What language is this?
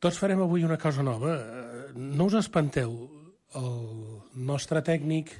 Catalan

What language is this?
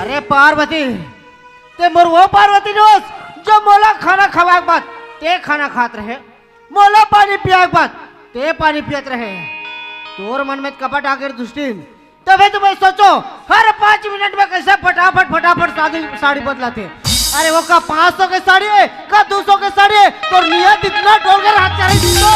Chhattisgarhi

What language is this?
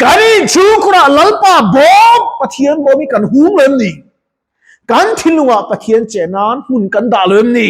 Mizo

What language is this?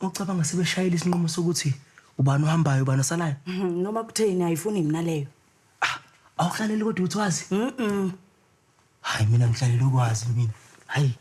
Zulu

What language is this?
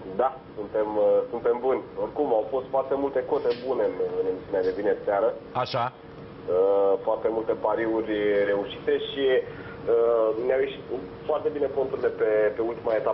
Romanian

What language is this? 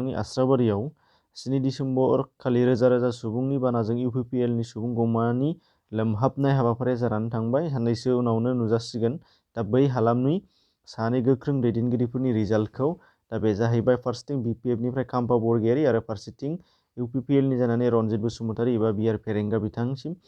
Bodo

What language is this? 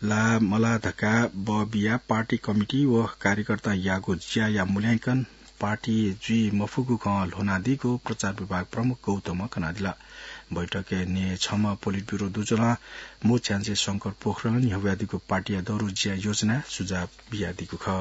Newari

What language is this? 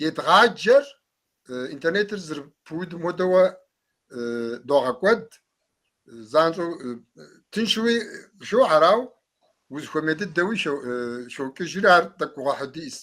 Kabardian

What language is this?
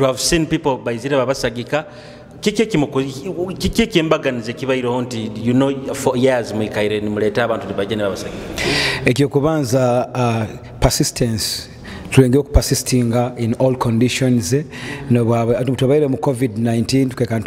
Nyoro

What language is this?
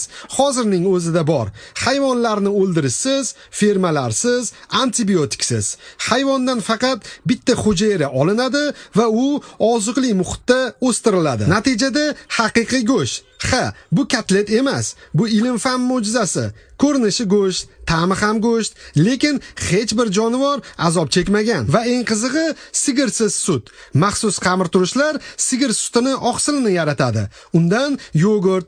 Uzbek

